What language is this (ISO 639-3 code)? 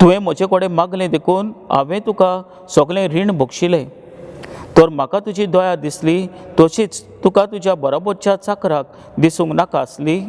kok